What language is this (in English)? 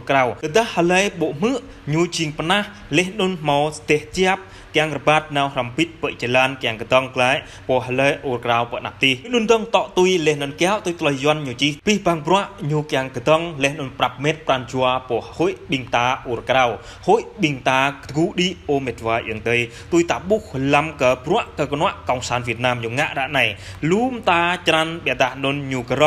Jarai